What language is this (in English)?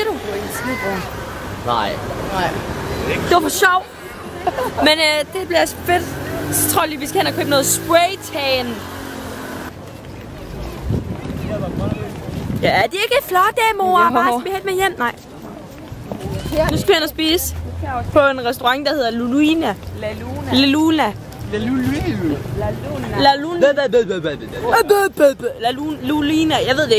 Danish